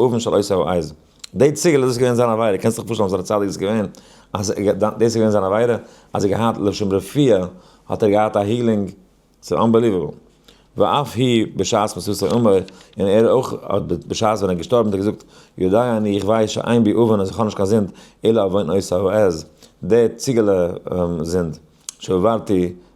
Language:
Yiddish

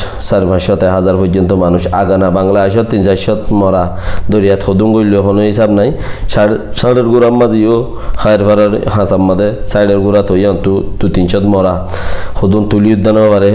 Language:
Rohingya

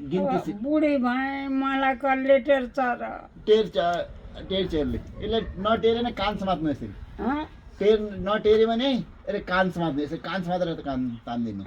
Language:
Nepali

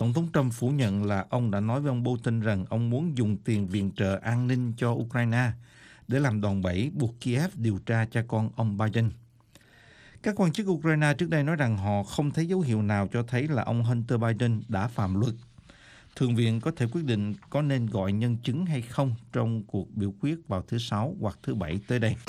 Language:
Vietnamese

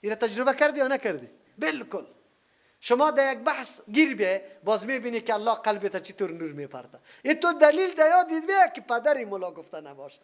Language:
Persian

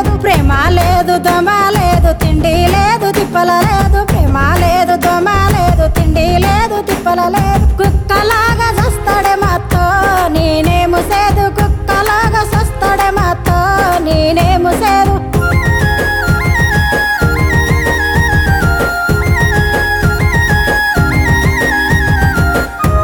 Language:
Telugu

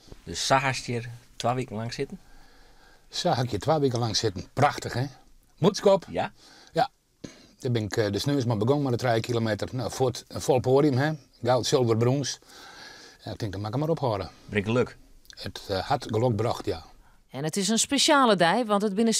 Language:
Western Frisian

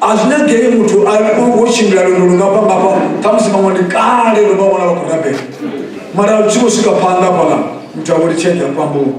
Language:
Venda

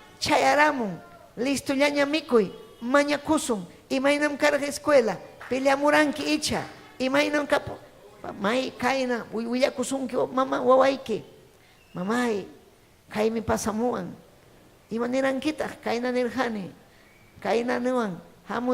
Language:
Ayacucho Quechua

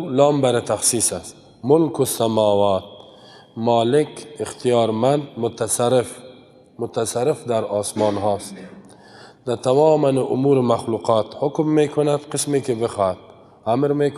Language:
Persian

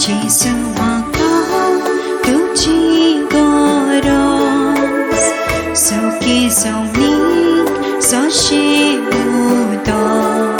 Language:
Konkani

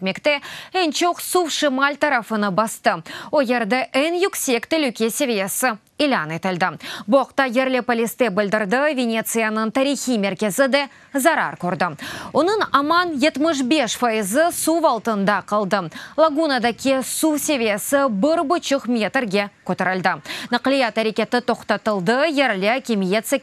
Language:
Crimean Tatar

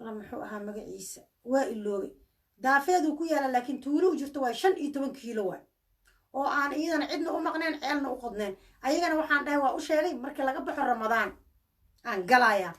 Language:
Somali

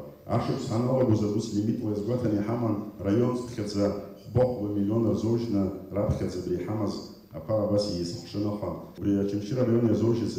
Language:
Abkhazian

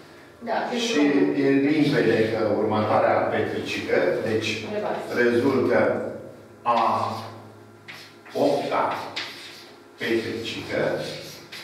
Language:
Romanian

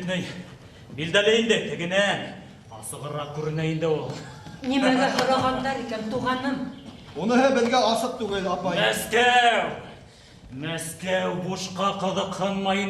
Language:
Bashkir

